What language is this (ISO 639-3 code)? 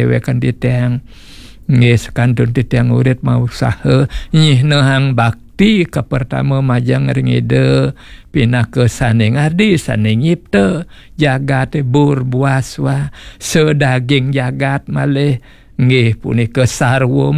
ban